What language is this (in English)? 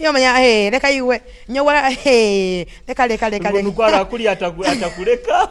Nyoro